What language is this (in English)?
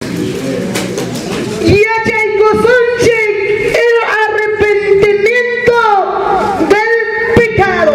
Ayacucho Quechua